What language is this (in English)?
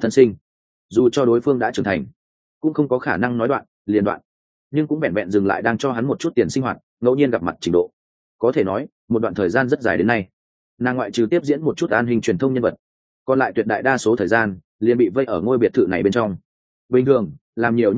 Vietnamese